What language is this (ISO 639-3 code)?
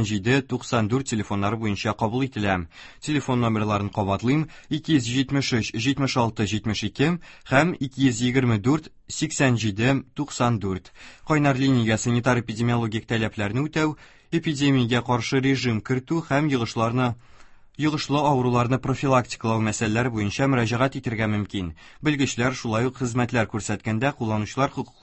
tat